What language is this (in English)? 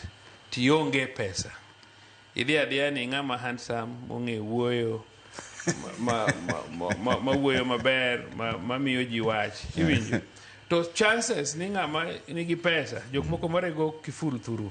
Luo (Kenya and Tanzania)